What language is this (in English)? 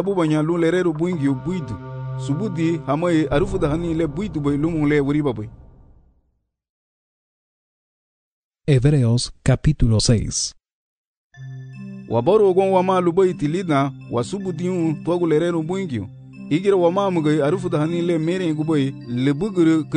Garifuna